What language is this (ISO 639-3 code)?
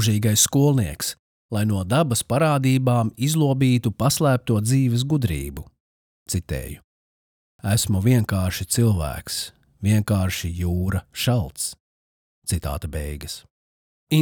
lav